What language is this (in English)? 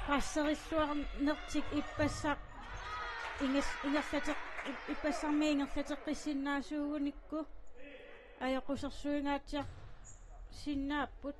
Kalaallisut